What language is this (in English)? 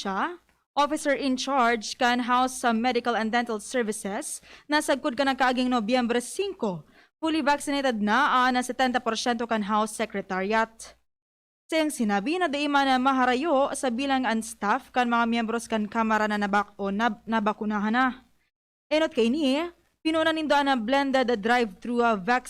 Bikol